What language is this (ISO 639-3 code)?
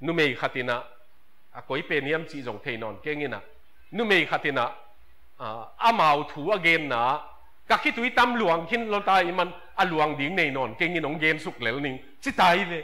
ctd